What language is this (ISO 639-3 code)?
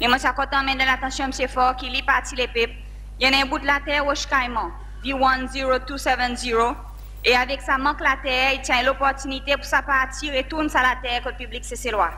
crs